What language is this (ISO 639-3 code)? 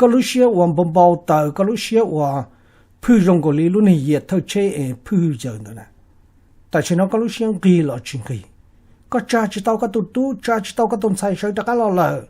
hmn